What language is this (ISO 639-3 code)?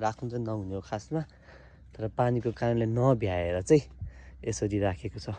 nep